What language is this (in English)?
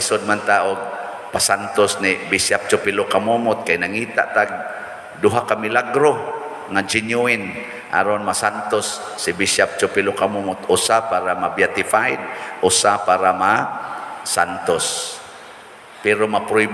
Cebuano